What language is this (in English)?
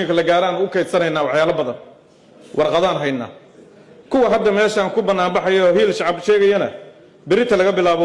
Somali